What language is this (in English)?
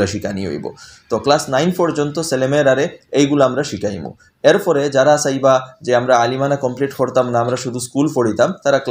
Sylheti